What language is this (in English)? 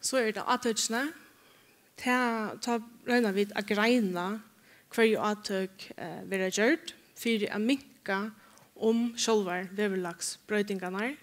Faroese